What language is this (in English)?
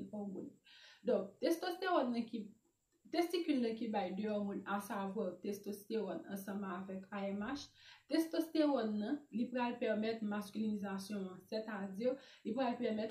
Haitian Creole